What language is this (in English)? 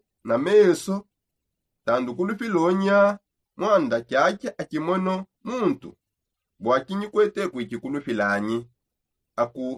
Songe